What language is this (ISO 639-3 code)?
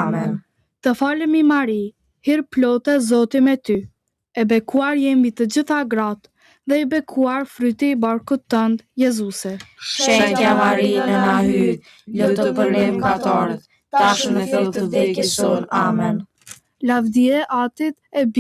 sqi